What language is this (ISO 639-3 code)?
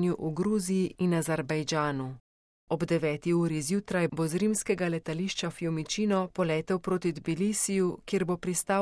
slv